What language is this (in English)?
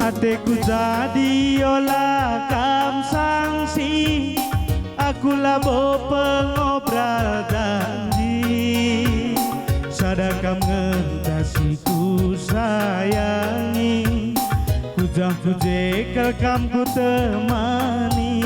Batak Karo